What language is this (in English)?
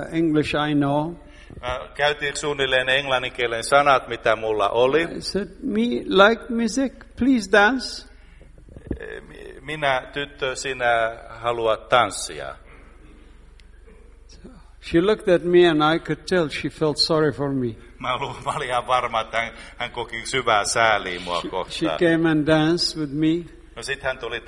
Finnish